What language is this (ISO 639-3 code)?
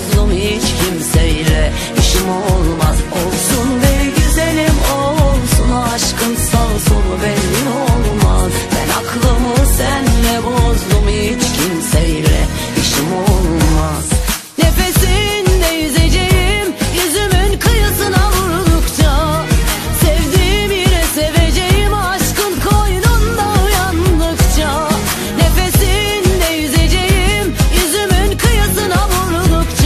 tur